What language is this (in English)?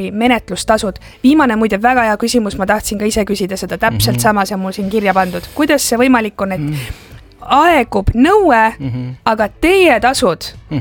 Estonian